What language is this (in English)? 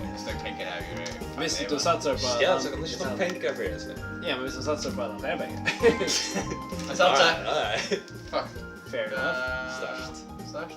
Faroese